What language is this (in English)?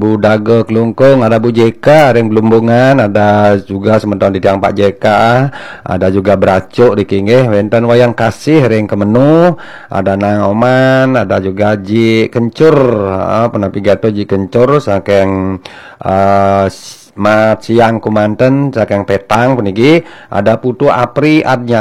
Balinese